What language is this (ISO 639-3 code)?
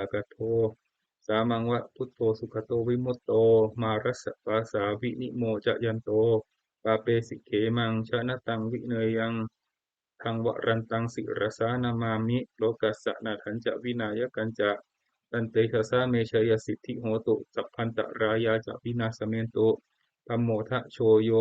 pli